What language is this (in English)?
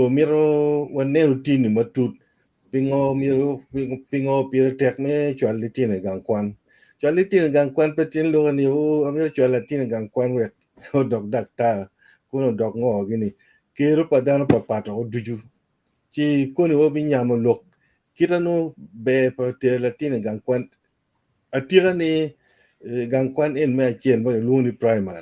Acoli